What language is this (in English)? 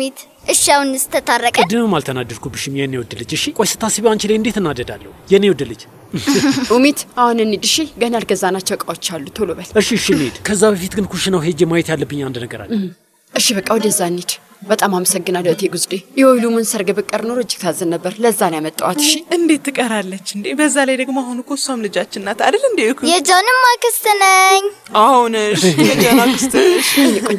Amharic